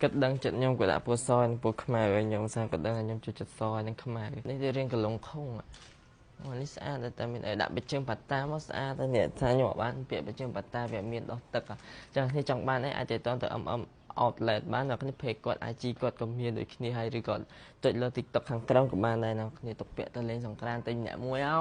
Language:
Khmer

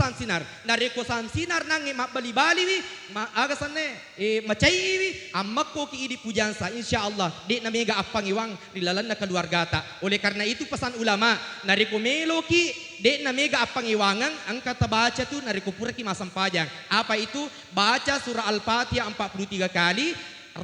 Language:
Buginese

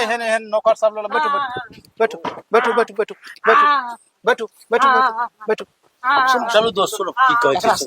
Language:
Maithili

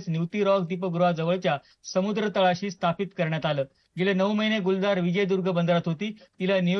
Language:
Marathi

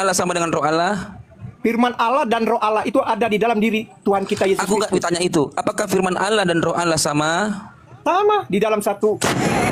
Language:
Indonesian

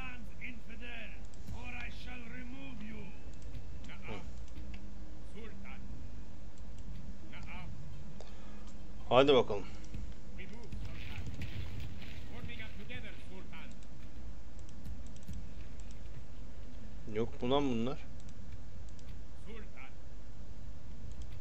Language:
Turkish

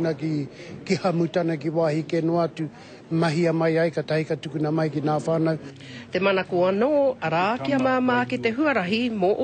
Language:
Māori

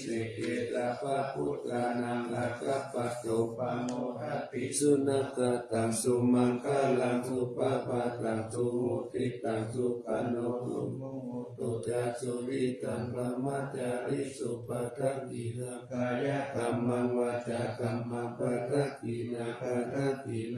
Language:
Pali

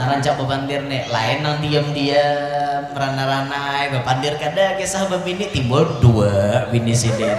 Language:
Banjar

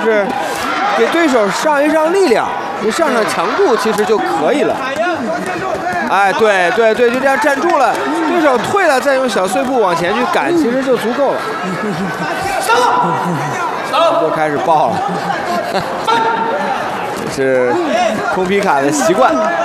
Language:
Chinese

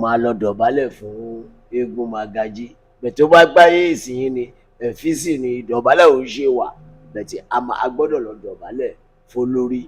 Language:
Yoruba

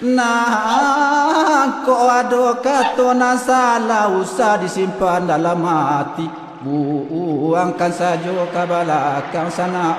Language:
Minangkabau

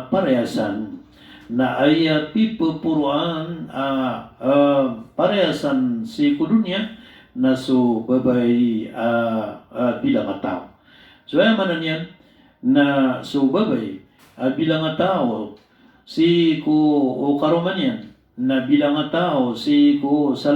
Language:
Maranao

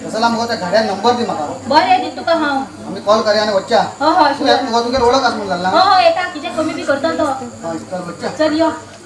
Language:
Konkani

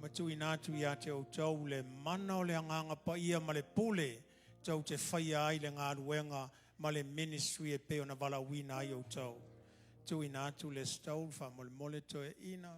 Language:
Samoan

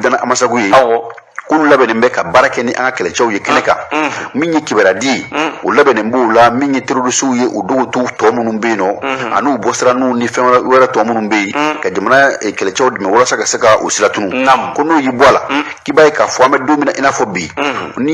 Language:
Bambara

